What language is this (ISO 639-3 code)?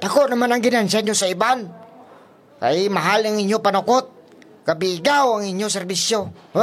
hil